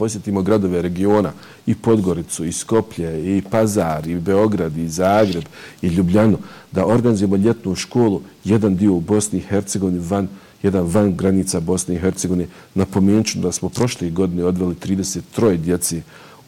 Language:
Bosnian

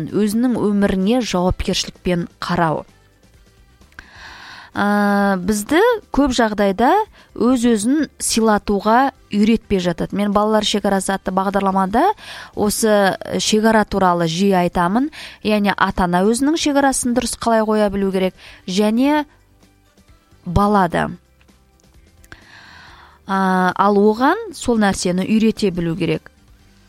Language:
Kazakh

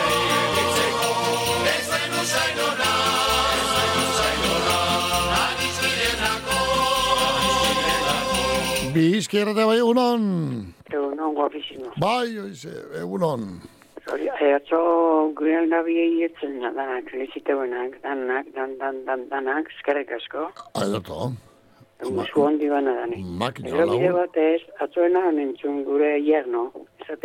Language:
Basque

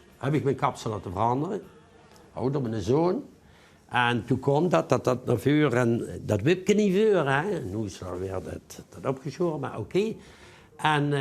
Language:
Limburgish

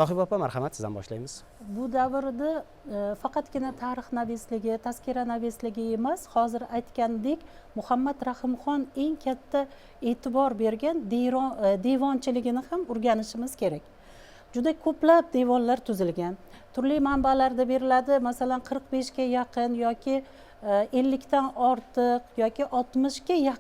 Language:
Uzbek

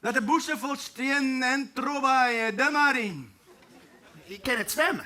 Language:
Western Frisian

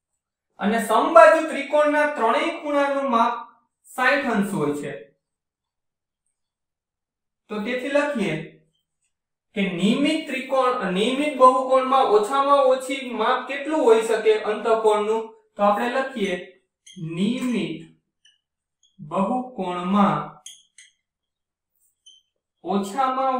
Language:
Gujarati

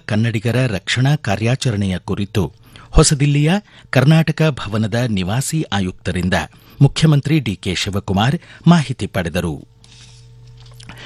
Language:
Kannada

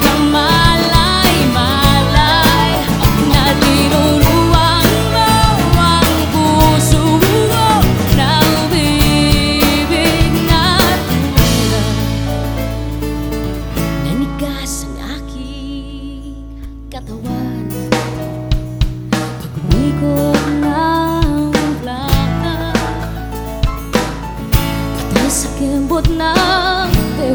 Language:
Filipino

